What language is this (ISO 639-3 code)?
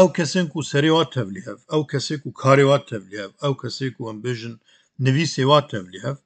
kur